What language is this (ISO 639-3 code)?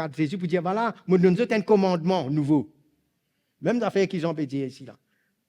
mfe